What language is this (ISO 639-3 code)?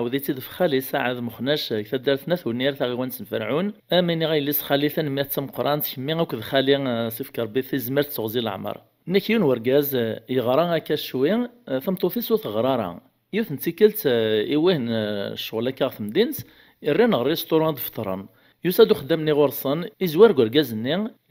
kab